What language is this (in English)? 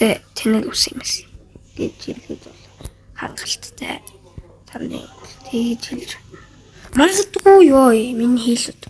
Mongolian